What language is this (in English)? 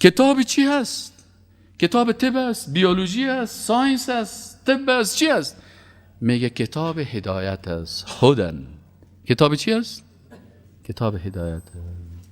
Persian